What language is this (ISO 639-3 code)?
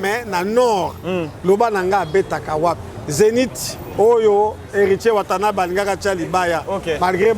lin